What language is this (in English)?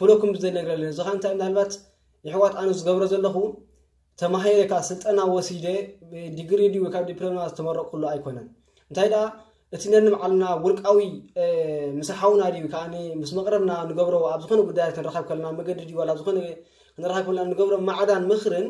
Tigrinya